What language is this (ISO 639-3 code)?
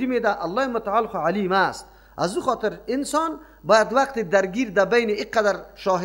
fas